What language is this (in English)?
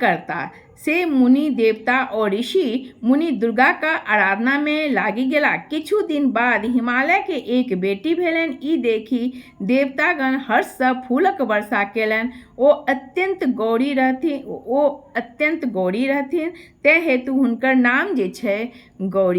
Maithili